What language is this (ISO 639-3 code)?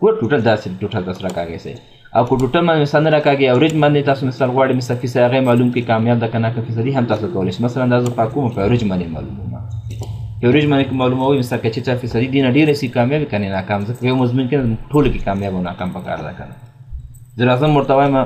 pus